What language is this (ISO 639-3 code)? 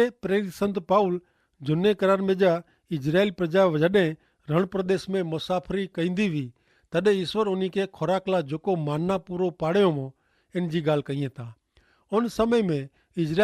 kfr